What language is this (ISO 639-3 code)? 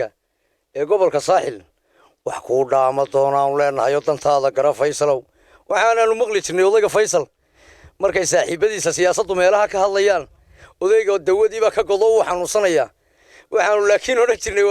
som